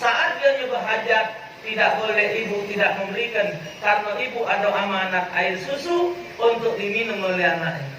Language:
Musi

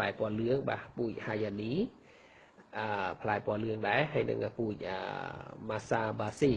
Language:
Khmer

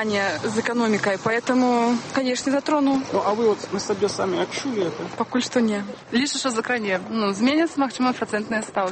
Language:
Belarusian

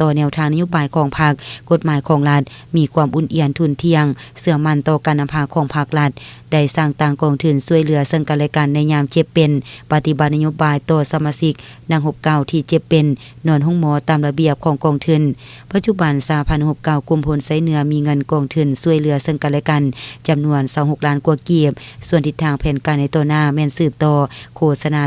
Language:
Lao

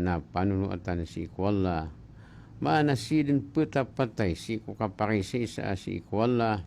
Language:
Maranao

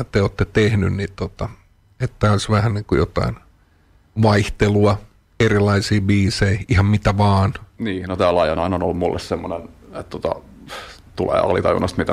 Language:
Finnish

